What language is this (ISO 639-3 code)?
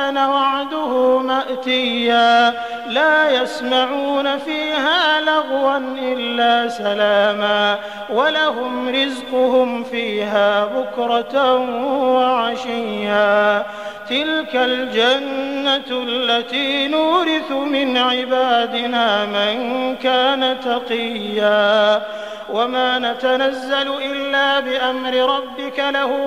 ara